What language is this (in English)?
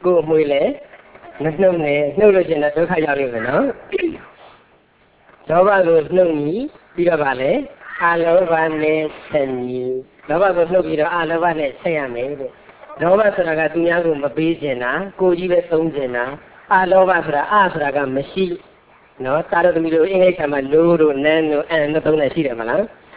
Burmese